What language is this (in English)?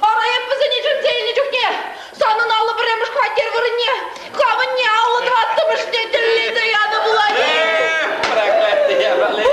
Chuvash